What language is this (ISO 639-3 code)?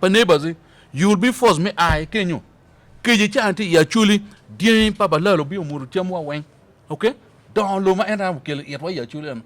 ach